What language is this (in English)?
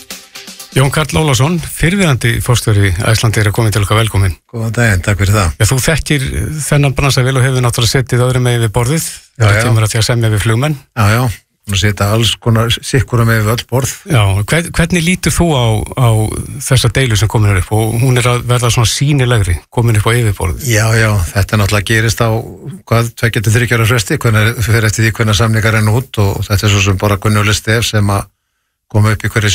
Icelandic